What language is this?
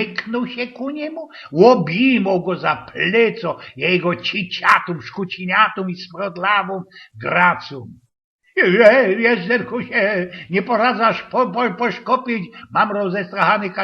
Silesian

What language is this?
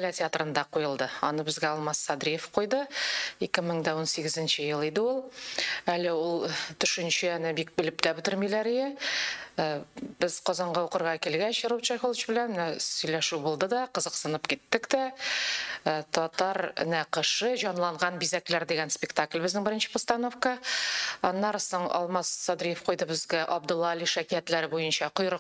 Tatar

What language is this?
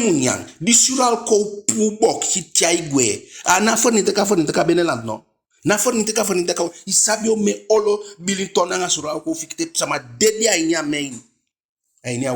Eastern Maroon Creole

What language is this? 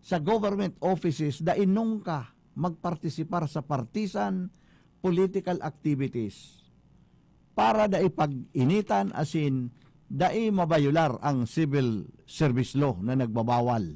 Bikol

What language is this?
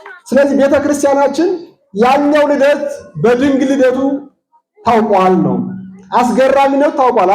Amharic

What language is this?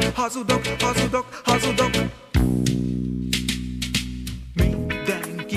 Hungarian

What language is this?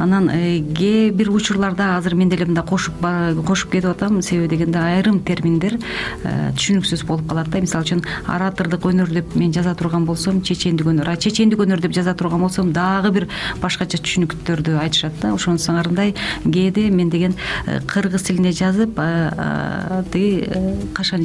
Kyrgyz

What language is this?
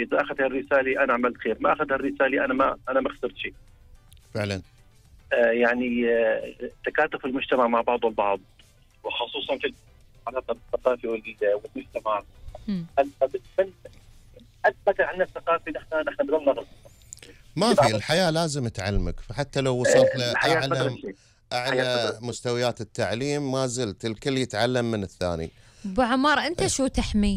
Gulf Arabic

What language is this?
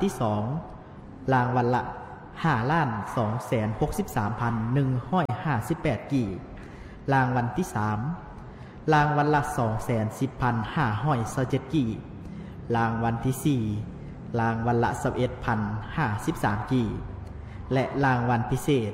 Lao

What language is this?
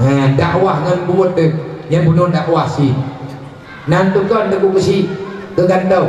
Achinese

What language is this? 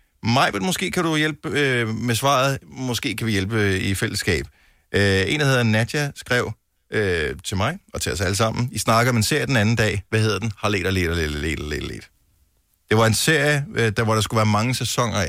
Danish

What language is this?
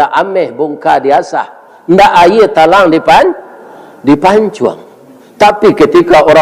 Minangkabau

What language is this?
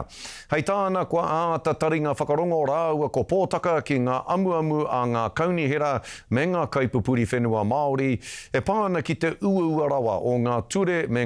Māori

